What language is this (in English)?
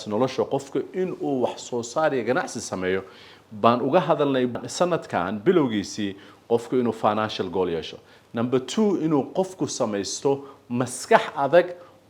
Somali